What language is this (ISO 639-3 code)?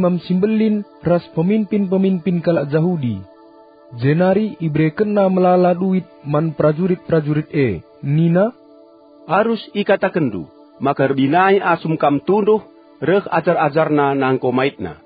btx